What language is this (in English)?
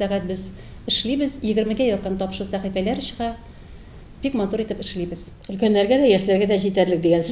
Tatar